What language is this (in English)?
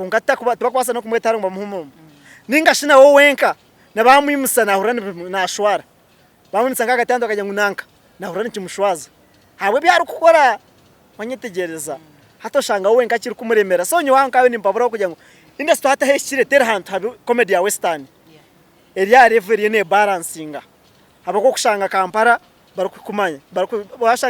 Nyankole